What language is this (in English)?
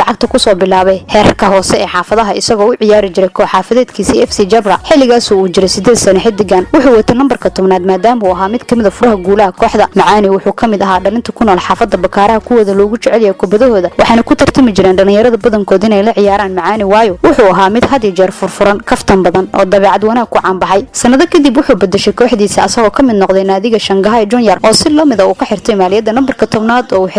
Somali